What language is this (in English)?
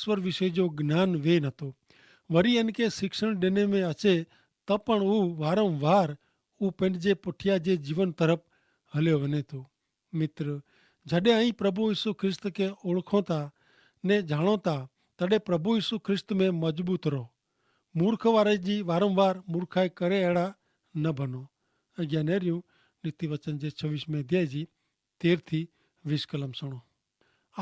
Kachhi